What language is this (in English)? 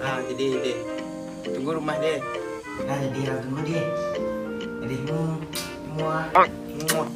Minangkabau